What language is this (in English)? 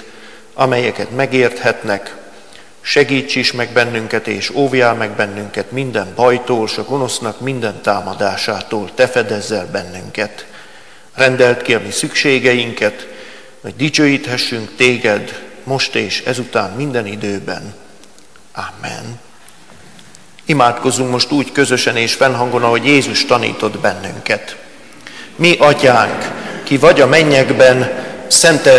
Hungarian